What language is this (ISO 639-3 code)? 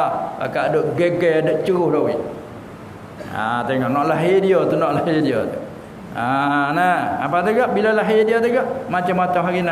msa